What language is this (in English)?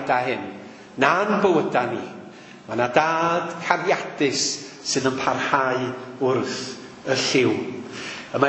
Welsh